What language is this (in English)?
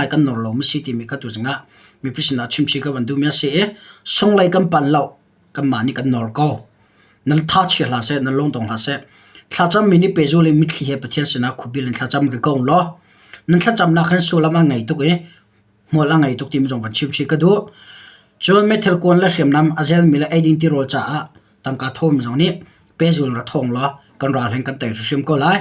Hakha Chin